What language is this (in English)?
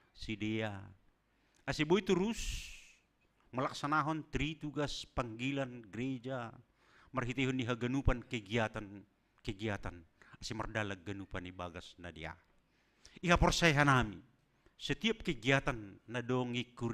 Batak Simalungun